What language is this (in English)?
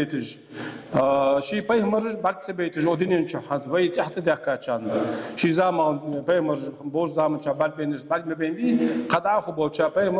Ingush